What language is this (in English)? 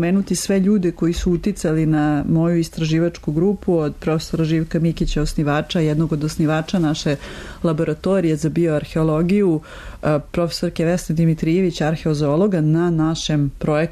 Serbian